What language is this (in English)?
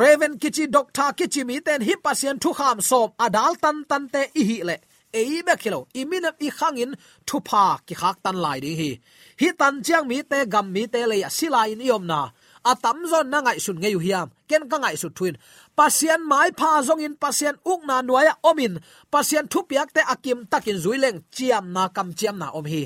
Tedim Chin